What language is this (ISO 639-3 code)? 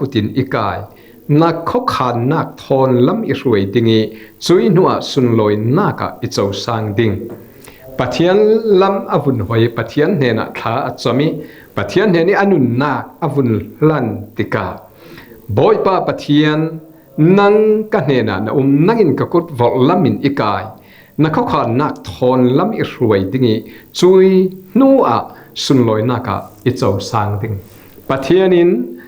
cfm